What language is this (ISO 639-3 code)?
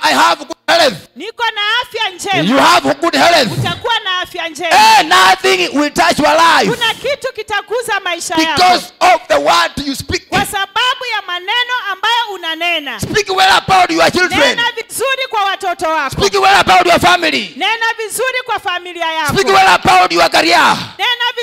swa